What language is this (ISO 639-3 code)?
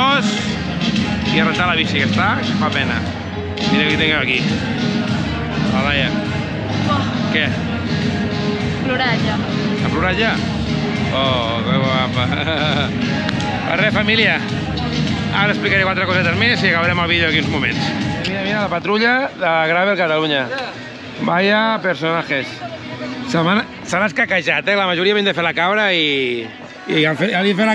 cat